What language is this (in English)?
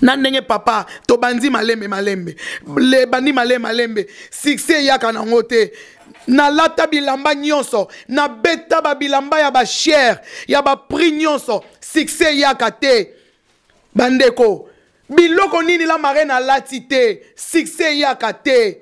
Lingala